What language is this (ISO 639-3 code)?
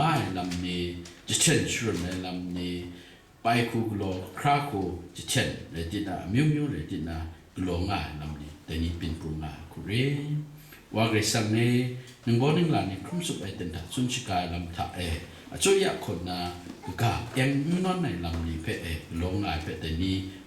kac